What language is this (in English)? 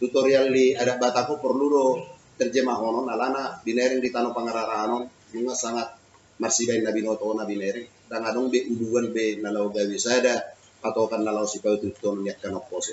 Batak Toba